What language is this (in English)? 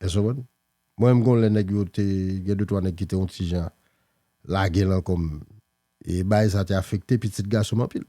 Haitian Creole